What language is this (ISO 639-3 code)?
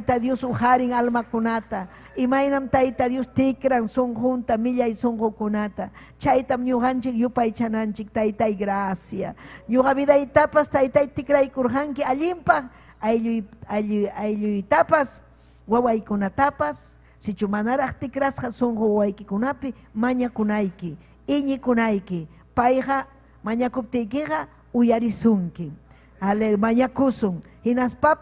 quy